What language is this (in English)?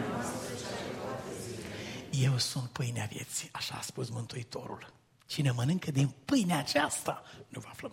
Romanian